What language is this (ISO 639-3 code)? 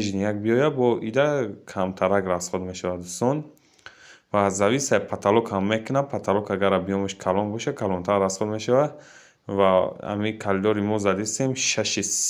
tgk